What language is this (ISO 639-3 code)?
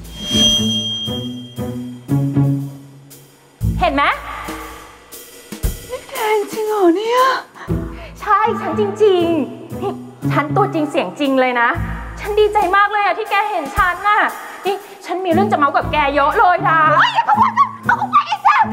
tha